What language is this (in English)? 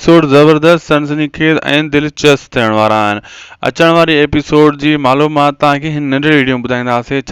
Sindhi